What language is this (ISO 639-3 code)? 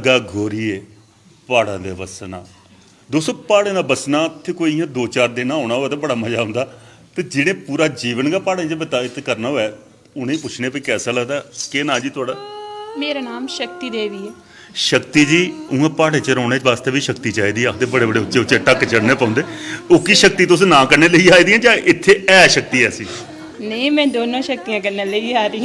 doi